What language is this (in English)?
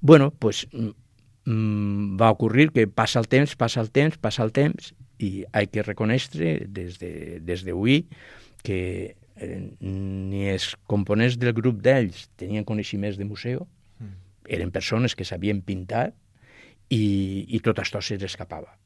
Catalan